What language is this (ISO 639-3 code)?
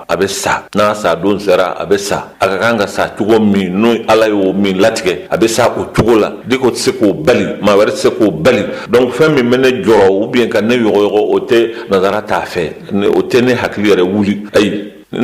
bam